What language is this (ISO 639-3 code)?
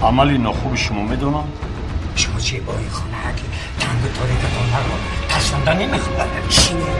tgk